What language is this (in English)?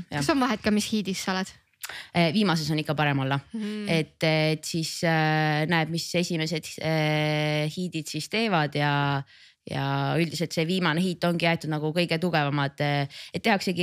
Estonian